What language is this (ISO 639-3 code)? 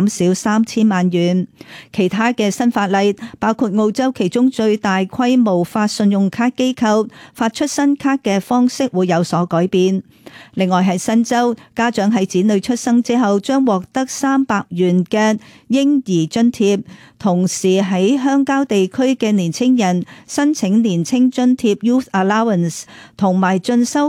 yue